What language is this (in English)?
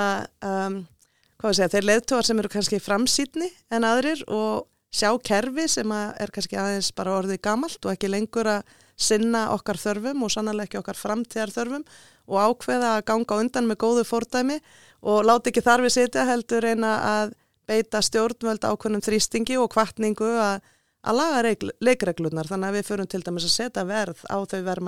Icelandic